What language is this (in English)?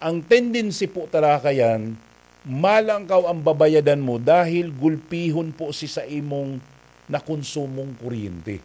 Bikol